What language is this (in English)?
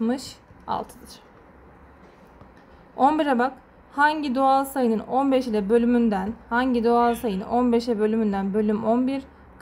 Turkish